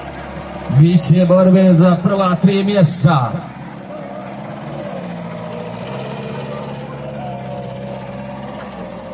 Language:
Croatian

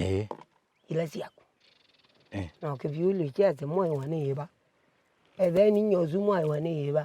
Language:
Kamba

